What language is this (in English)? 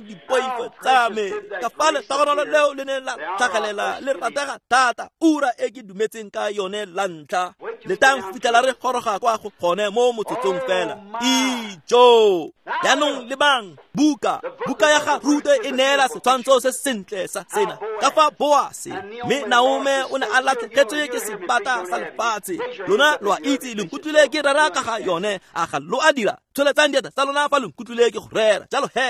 Tswana